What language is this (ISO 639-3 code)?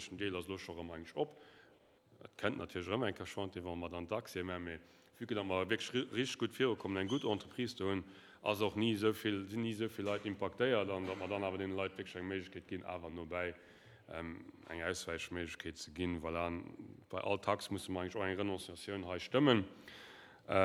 ltz